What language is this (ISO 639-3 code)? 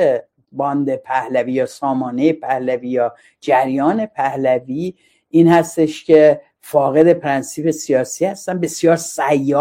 fas